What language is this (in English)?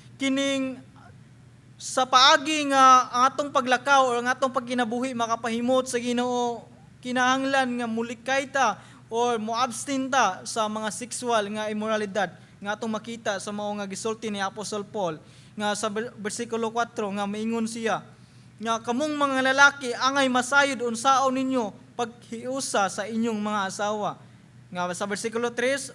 Cebuano